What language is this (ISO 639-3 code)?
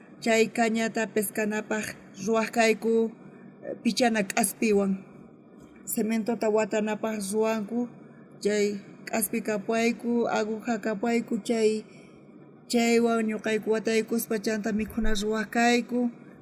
quh